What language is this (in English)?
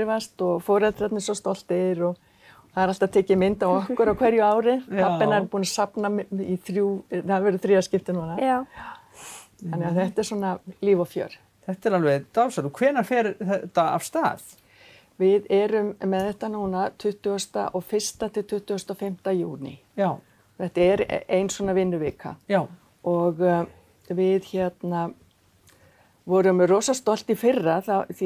Icelandic